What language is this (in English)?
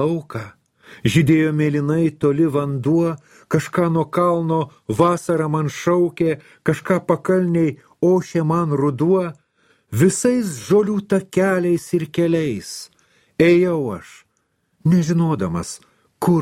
Lithuanian